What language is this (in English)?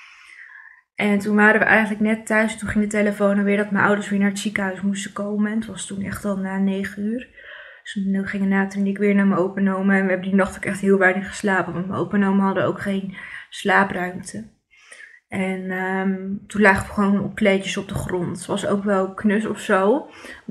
Dutch